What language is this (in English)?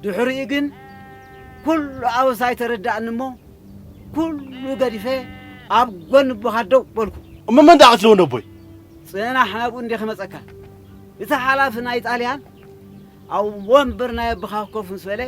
Tigrinya